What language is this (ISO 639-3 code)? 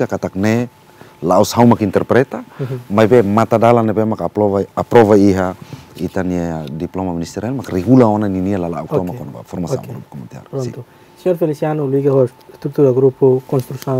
tet